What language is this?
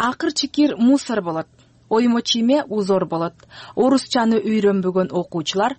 Kyrgyz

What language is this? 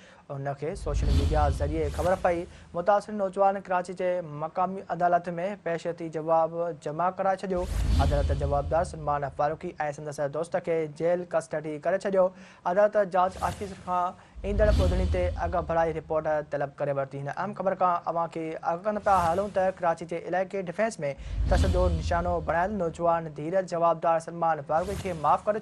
Sindhi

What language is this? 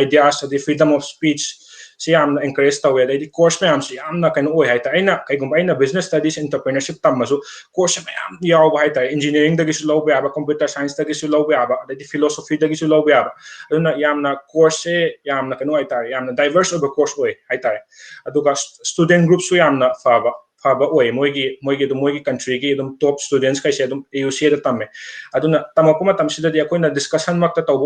Manipuri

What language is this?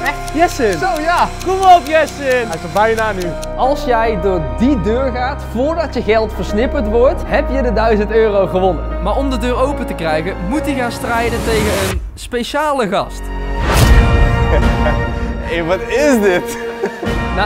Dutch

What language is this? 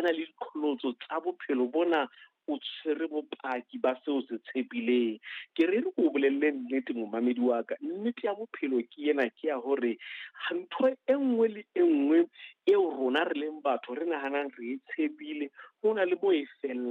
Southern Sotho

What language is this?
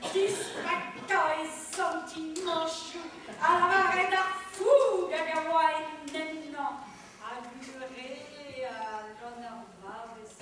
Breton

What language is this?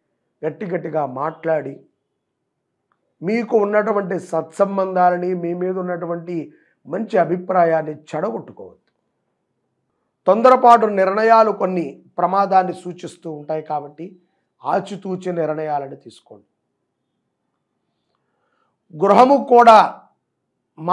Telugu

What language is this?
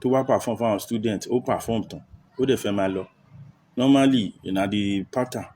Yoruba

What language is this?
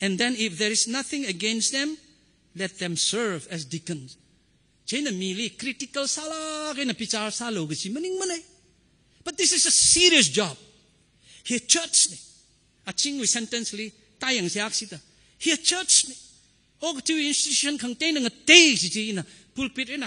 Tangkhul Naga (India)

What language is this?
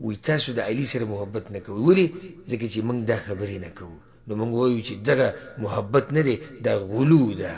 Pashto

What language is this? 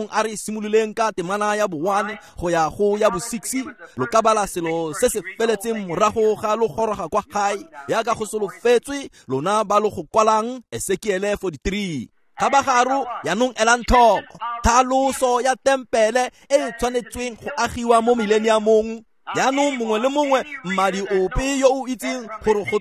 Tswana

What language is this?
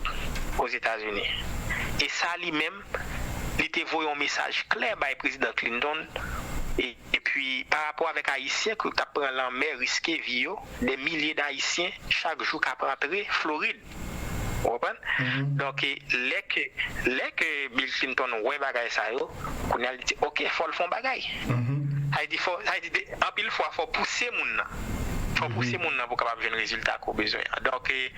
Haitian Creole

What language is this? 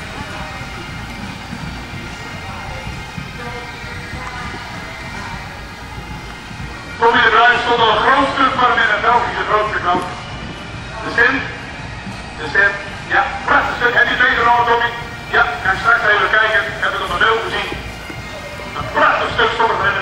Dutch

